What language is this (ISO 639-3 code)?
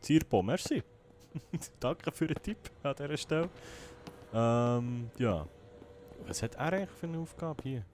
gsw